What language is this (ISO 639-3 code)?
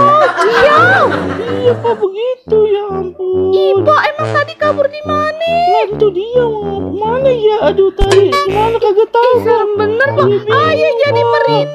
bew